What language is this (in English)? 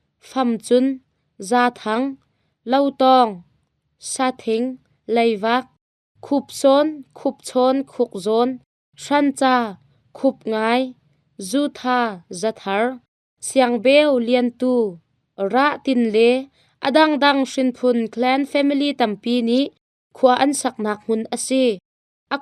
Hakha Chin